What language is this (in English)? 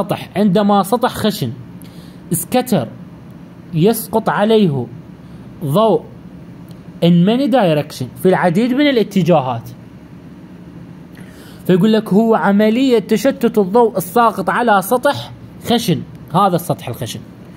Mesopotamian Arabic